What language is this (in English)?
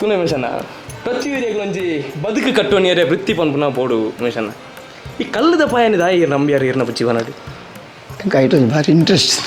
Tulu